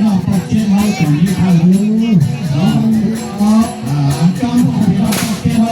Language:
Northeastern Thai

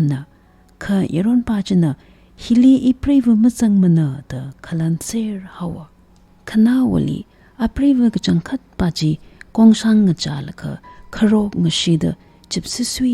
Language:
Tangkhul Naga (India)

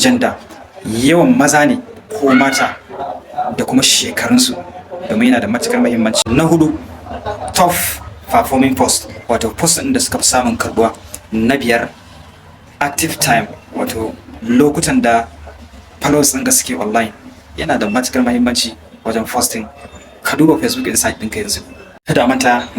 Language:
Hausa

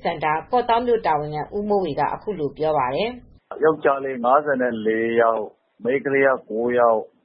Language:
Burmese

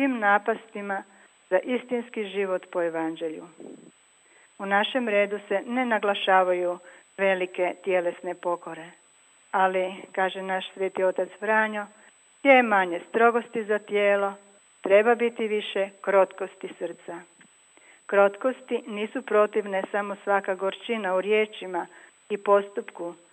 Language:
Croatian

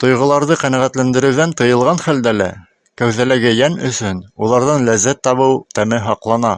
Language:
Bashkir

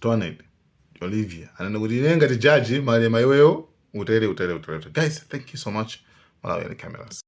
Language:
Nyanja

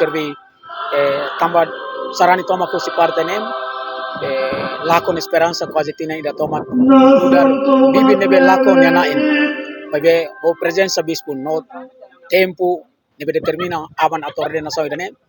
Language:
Tetum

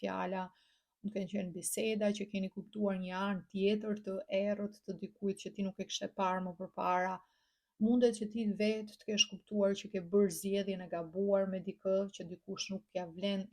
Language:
Albanian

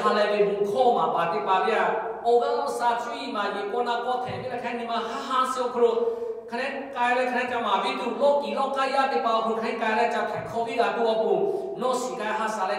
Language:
Lahu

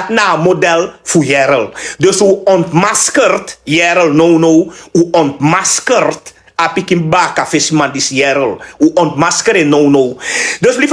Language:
Sranan Tongo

